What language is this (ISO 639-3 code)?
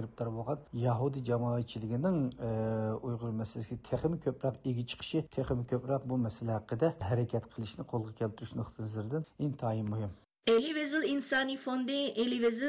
uig